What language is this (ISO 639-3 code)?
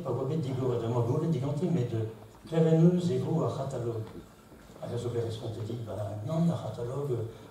bre